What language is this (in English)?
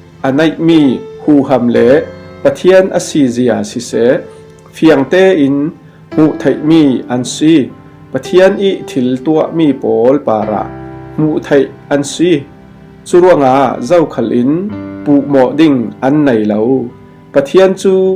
Falam Chin